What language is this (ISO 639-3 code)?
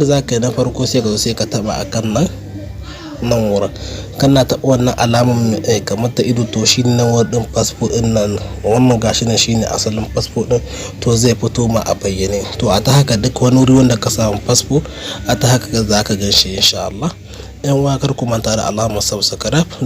hau